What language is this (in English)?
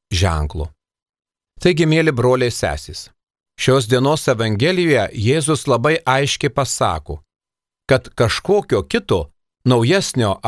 Lithuanian